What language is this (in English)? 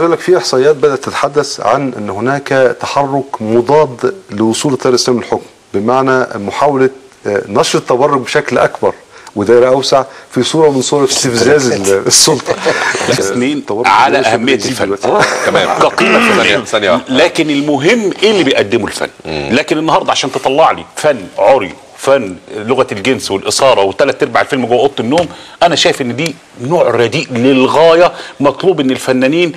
Egyptian Arabic